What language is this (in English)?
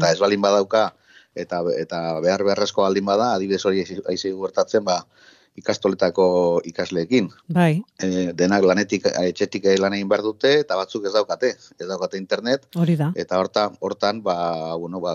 Basque